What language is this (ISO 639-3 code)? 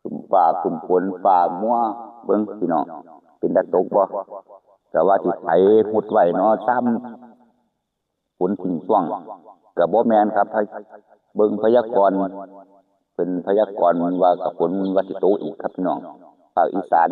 tts